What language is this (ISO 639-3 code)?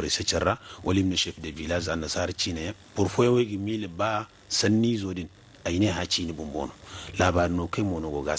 dje